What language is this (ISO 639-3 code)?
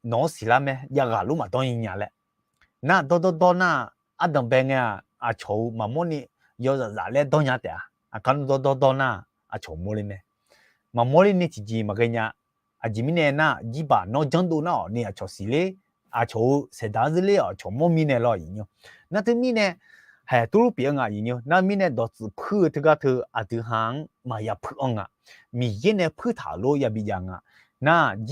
ahk